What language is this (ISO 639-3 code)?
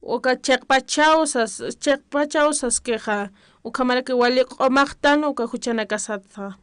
aym